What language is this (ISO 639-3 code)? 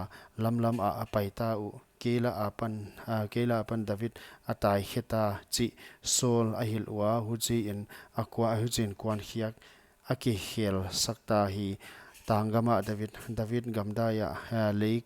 pck